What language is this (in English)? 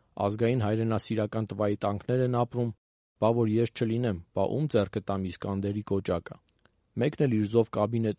Armenian